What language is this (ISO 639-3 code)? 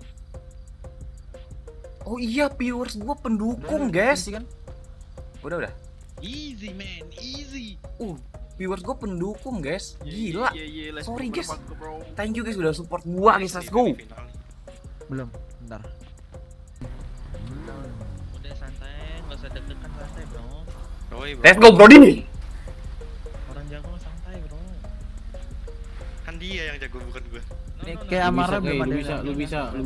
ind